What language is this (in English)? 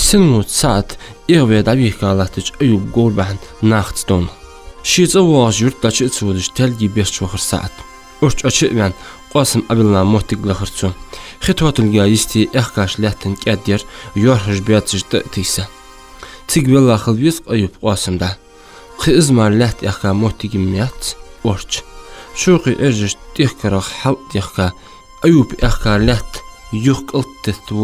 Ingush